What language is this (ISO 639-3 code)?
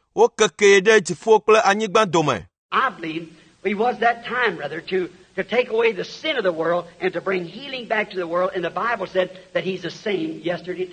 ewe